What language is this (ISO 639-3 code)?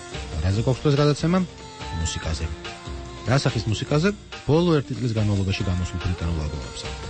kat